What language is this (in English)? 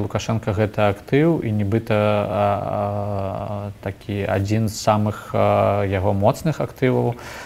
Belarusian